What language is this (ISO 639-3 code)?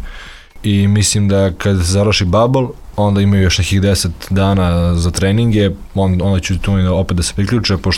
srp